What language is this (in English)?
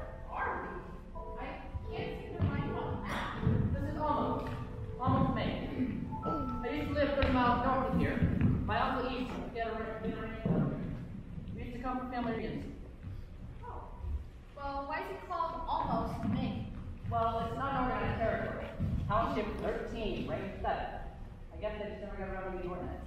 English